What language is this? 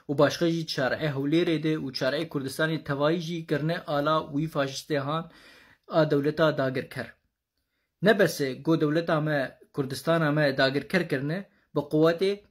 Kurdish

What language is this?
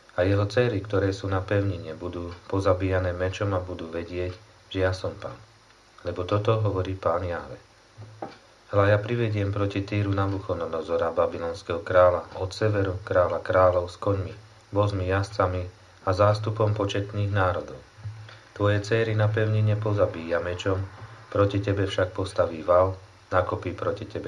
Slovak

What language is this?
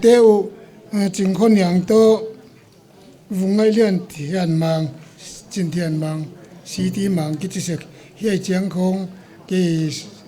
Paite Chin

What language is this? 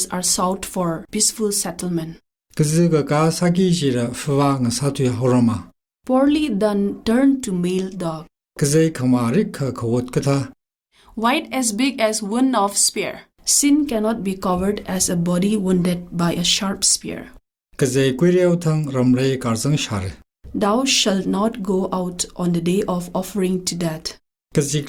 Tangkhul Naga (India)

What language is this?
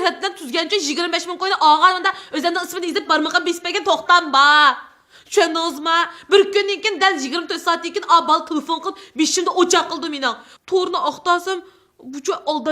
Uyghur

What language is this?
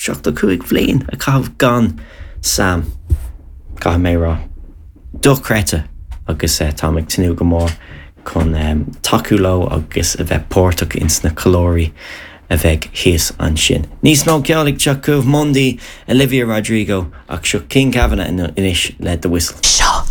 Irish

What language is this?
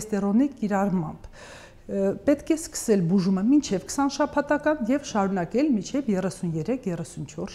Armenian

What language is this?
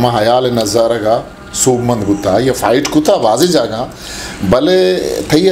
Eastern Balochi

